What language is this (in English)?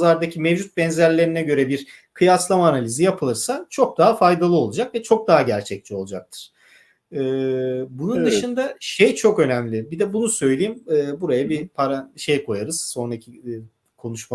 Turkish